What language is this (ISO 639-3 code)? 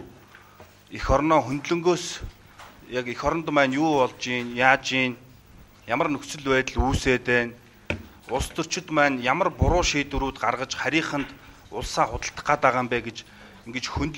mon